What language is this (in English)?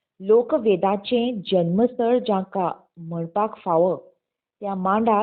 Konkani